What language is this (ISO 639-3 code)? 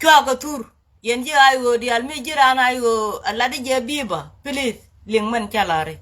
nus